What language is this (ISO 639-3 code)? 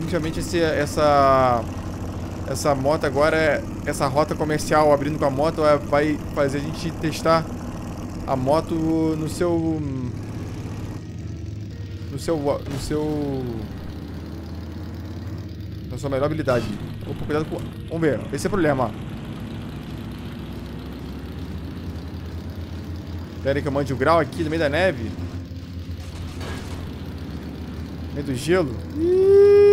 por